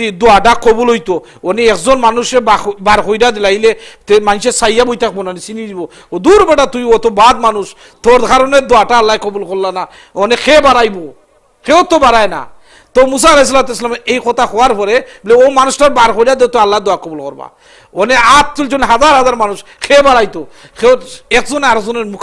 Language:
Sylheti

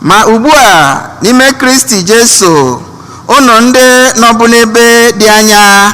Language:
Igbo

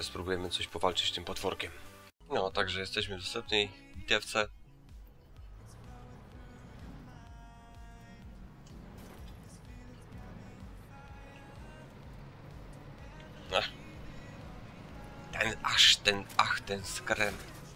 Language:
Polish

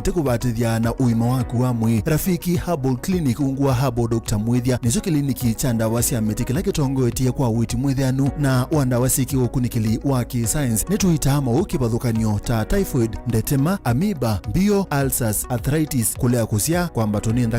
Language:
Kamba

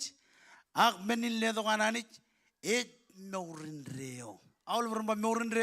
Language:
Marshallese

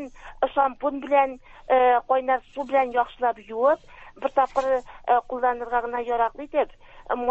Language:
Tatar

